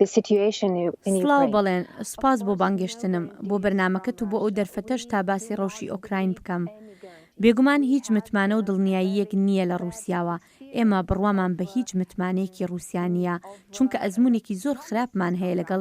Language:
Central Kurdish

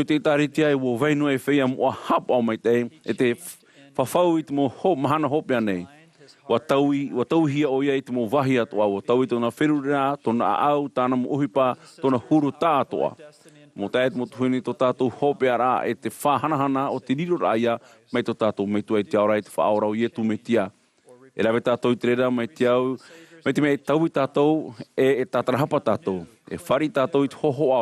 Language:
Tahitian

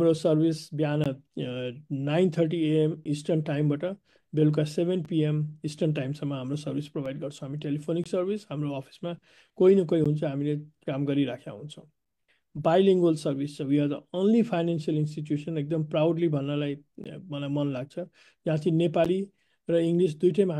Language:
Nepali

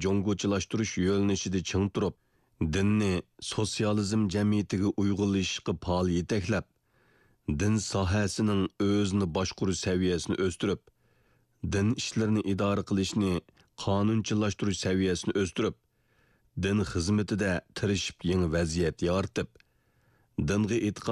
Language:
Uyghur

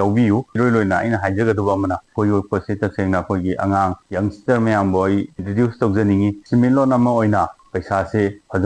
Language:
Manipuri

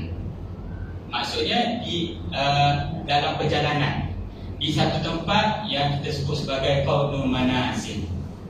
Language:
Malay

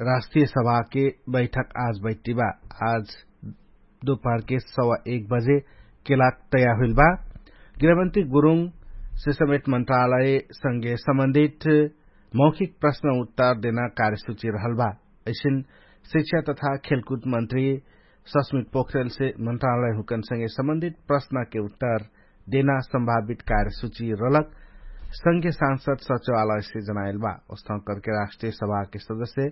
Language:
Dangaura Tharu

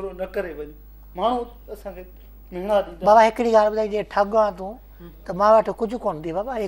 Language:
Sindhi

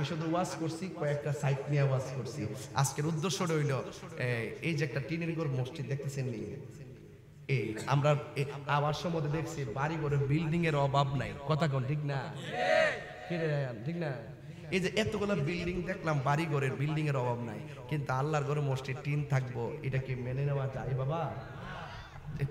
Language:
Bangla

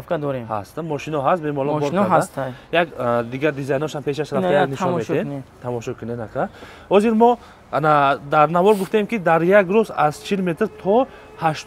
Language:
Tajik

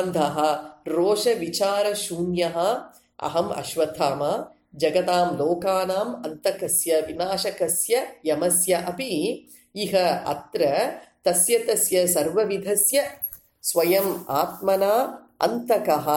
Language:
Sanskrit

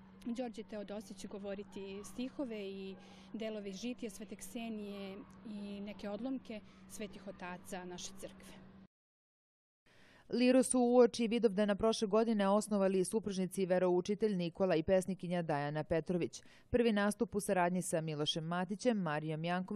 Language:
Serbian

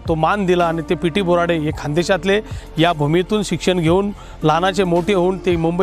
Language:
Marathi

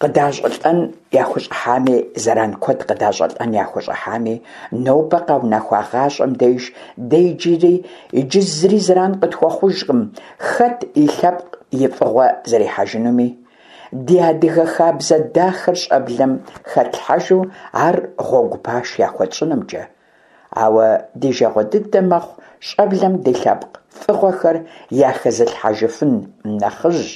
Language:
Kabardian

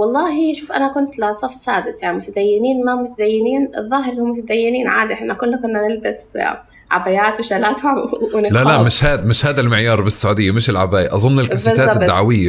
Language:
North Levantine Arabic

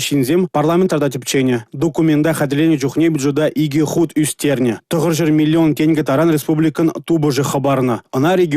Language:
Chuvash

